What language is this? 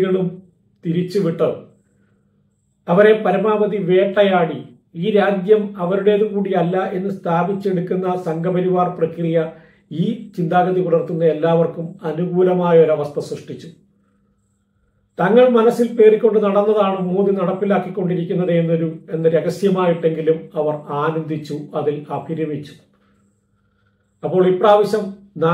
Malayalam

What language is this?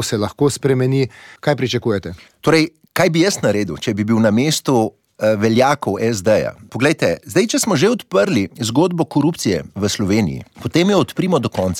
Slovenian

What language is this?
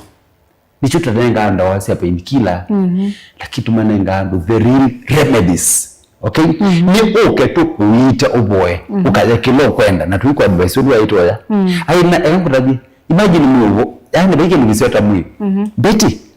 Kamba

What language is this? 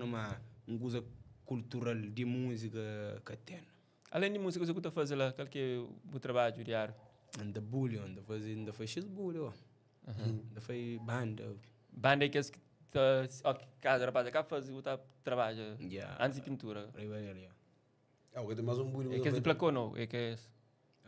Kabuverdianu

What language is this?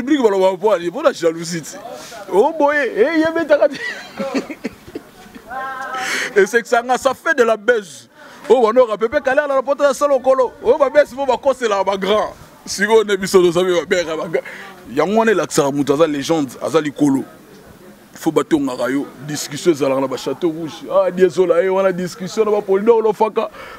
Lingala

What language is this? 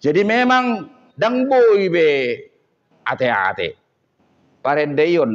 Batak Toba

